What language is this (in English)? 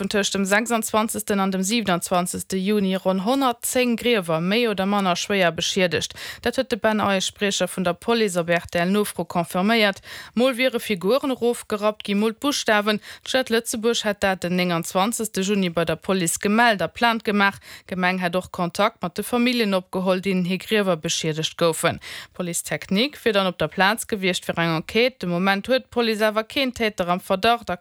Luxembourgish